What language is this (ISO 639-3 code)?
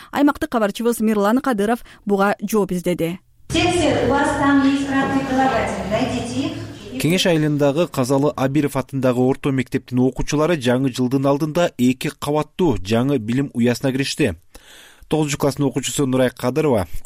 kir